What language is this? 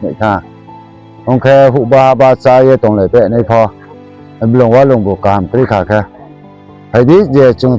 Riang (India)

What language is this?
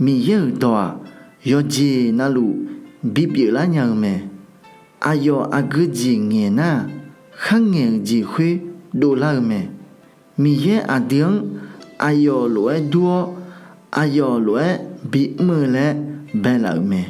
Akha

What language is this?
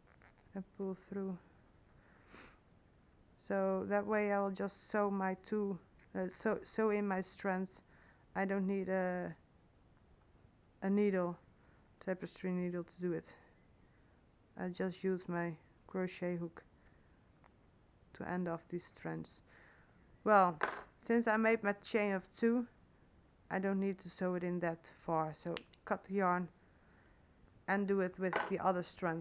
English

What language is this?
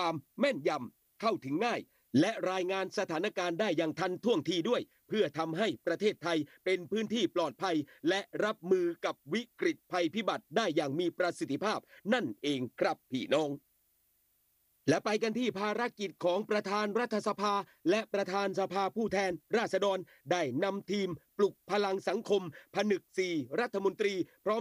Thai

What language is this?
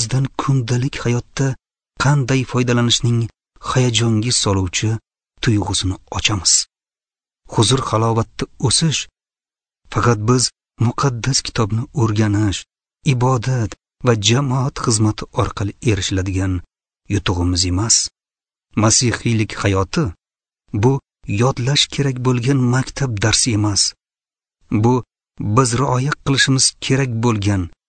Uzbek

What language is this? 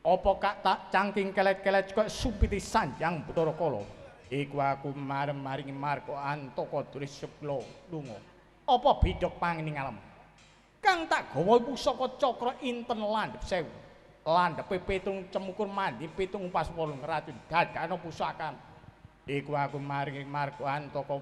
Javanese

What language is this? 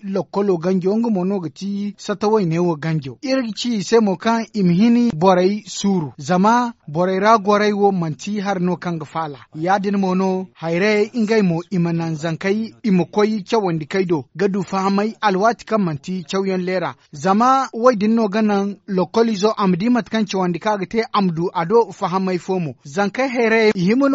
Zarma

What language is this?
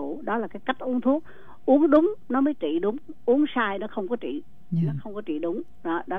Vietnamese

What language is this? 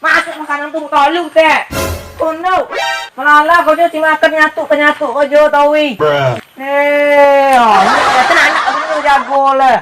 Minangkabau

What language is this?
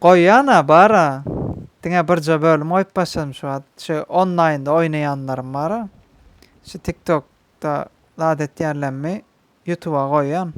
Turkmen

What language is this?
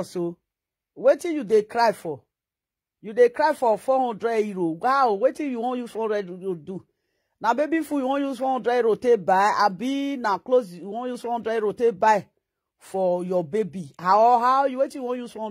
Nigerian Pidgin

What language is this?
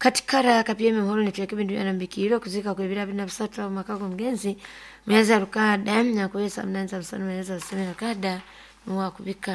Nyoro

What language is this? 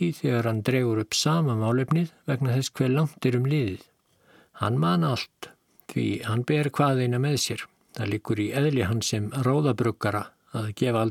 Icelandic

